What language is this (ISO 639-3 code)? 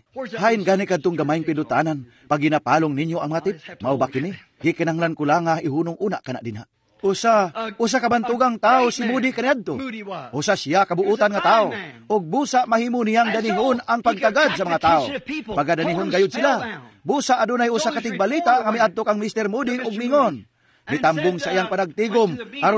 ceb